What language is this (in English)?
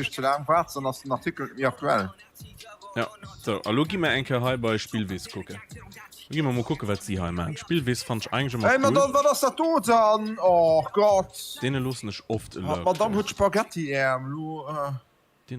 Luxembourgish